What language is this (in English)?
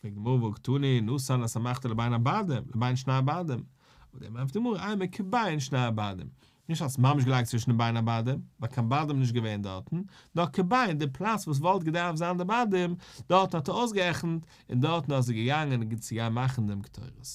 Yiddish